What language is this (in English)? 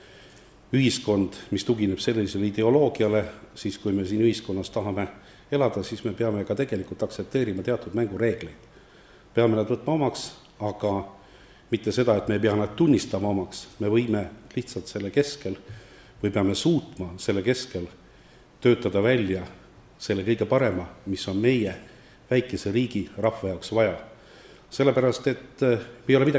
Estonian